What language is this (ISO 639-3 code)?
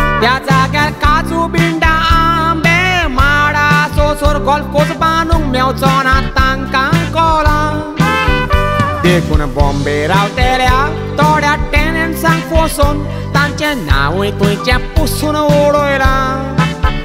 kok